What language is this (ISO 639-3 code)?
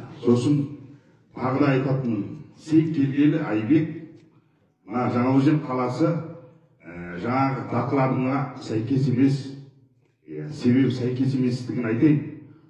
kaz